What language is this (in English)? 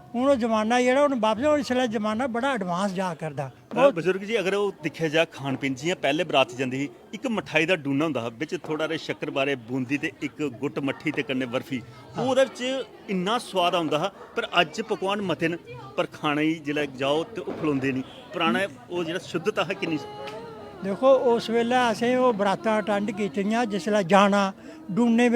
Dogri